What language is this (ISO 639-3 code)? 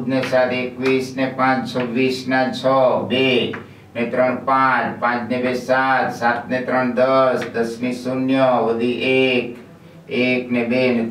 guj